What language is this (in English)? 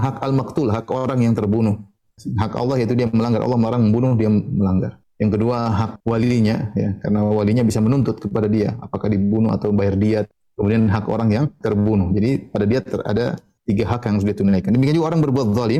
Indonesian